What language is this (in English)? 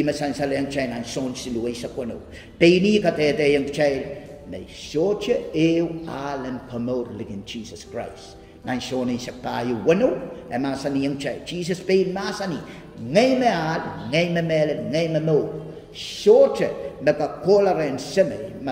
Pohnpeian